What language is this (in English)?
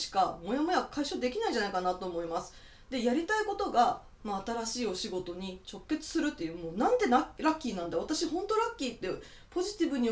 Japanese